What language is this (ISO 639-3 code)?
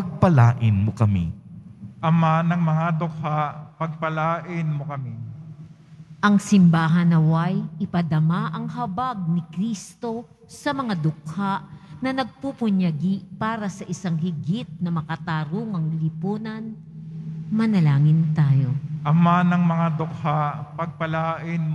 fil